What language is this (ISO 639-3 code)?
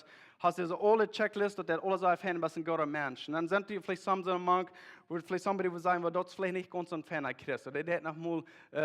pdt